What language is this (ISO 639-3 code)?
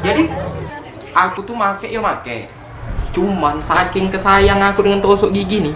mui